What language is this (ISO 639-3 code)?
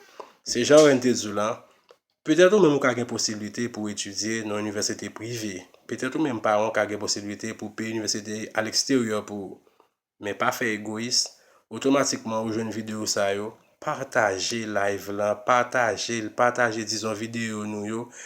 hat